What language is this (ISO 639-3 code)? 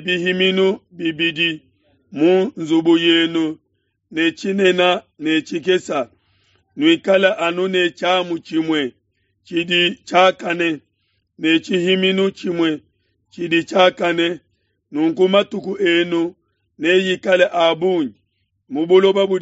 lua